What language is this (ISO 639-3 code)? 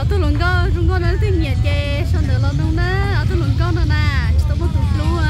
hmn